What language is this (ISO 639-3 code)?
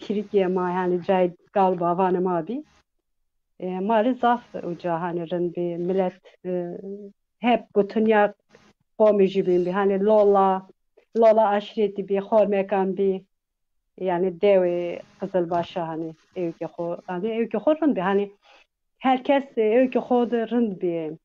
zza